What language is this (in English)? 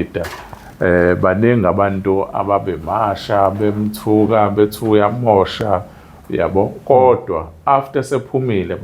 Zulu